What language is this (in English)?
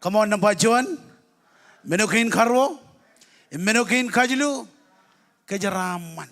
Marshallese